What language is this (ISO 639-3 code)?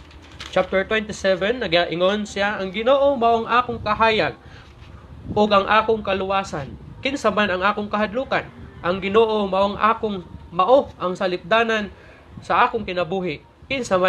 ceb